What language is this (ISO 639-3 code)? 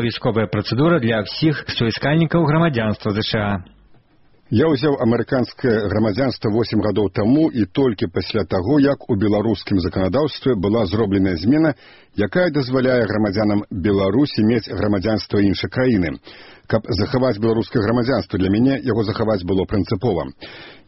bel